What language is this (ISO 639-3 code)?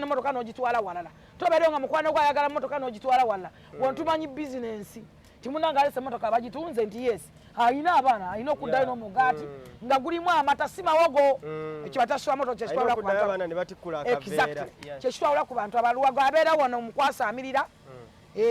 lug